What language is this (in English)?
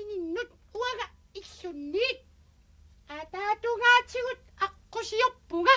Kalaallisut